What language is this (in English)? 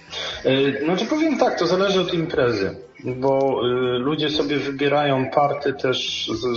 Polish